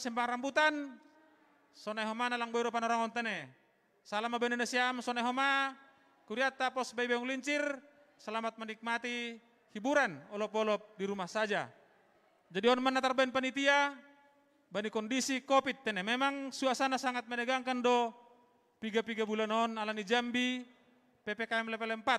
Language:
Batak Simalungun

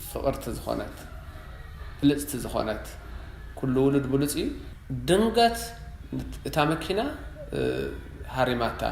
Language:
Tigrinya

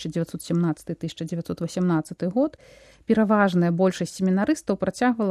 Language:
Belarusian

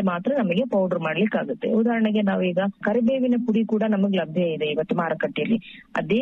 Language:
Kannada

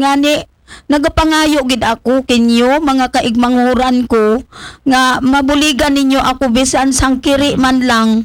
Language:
Aklanon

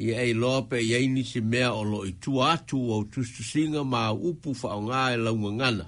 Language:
Samoan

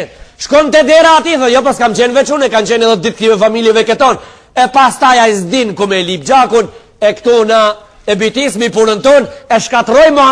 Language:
Albanian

